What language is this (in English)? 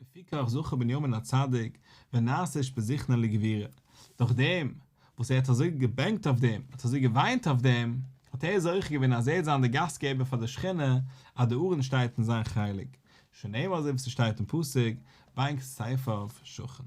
Yiddish